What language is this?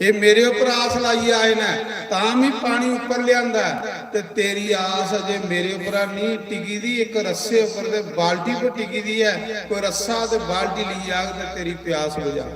Dogri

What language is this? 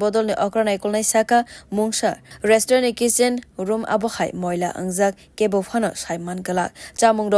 Kok Borok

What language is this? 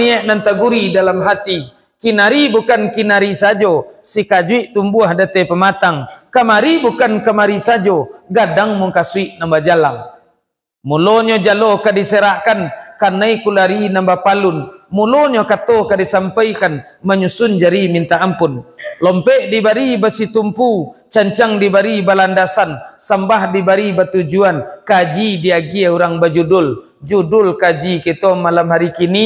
Minangkabau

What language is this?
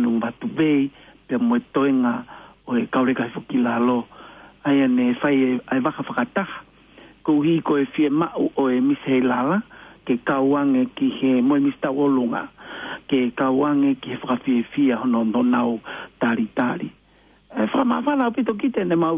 Tongan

